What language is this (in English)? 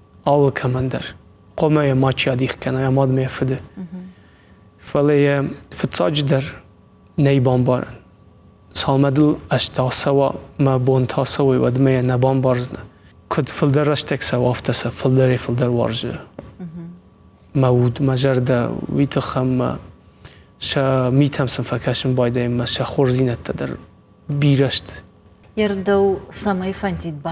Ossetic